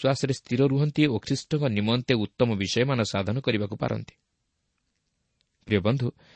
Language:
Odia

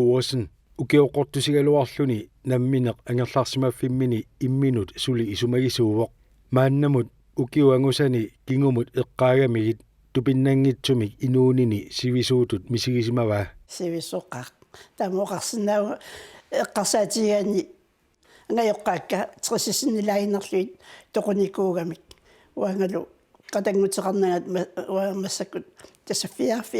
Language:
Kalaallisut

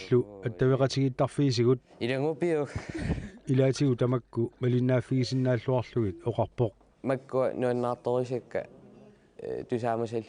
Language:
Kalaallisut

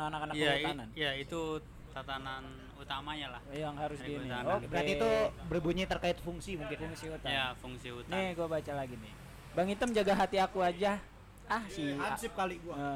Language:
Indonesian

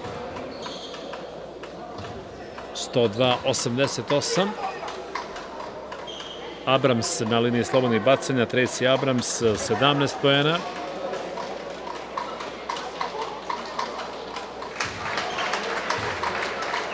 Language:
Serbian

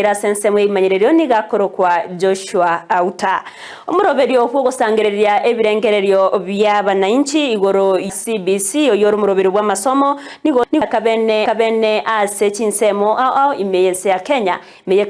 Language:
Gusii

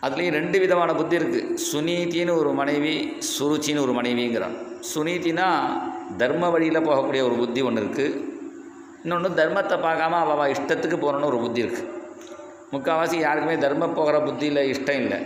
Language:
Tamil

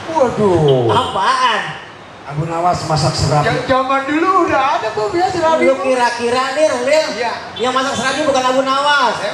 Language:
Betawi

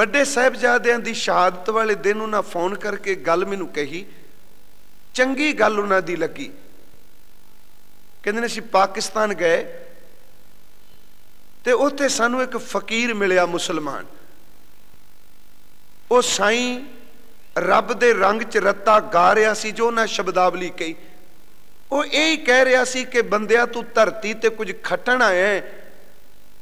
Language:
Punjabi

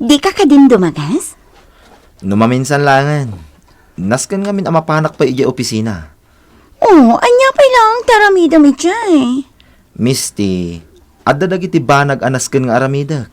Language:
Iloko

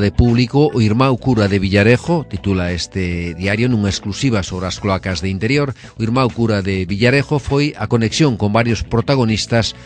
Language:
Galician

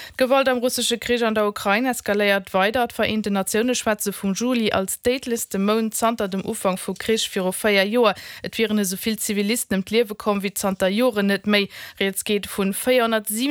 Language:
Luxembourgish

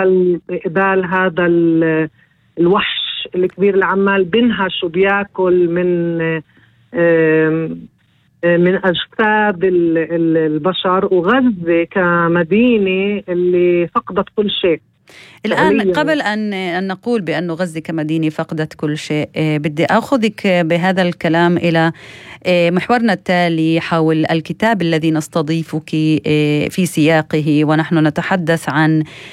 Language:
North Levantine Arabic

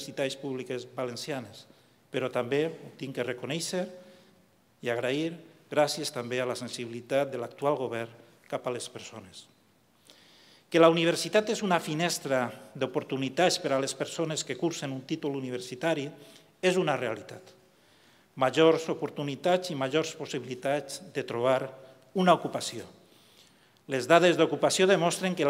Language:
Catalan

